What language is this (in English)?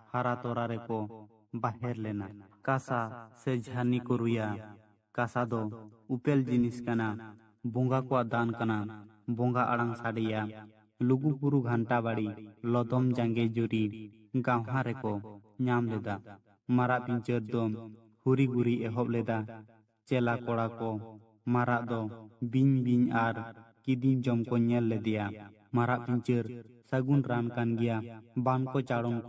Santali